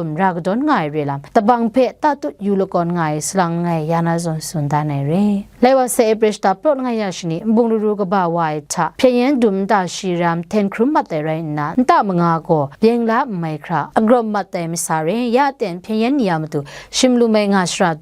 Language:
Kachin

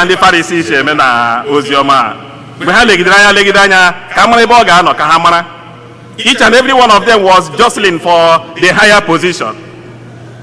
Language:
Igbo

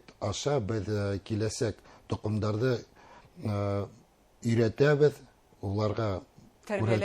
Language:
Bashkir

